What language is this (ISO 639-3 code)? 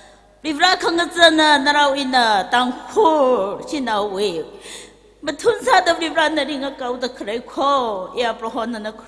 nmf